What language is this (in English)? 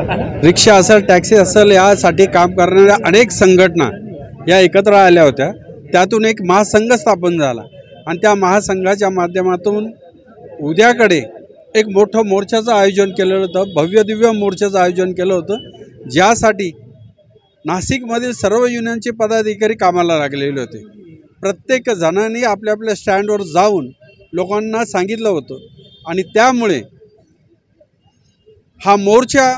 Marathi